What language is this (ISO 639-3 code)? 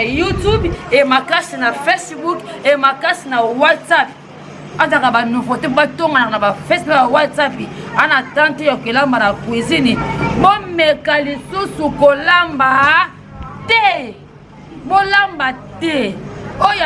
lin